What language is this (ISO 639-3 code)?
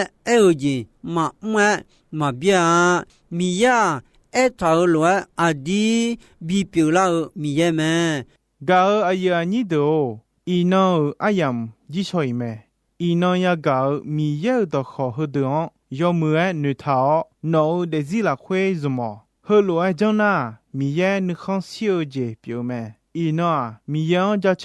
ahk